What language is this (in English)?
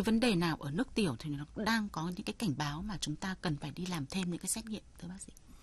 Vietnamese